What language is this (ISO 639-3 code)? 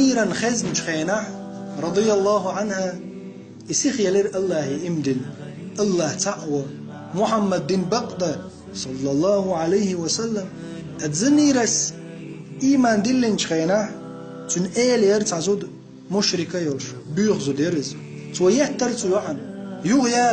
che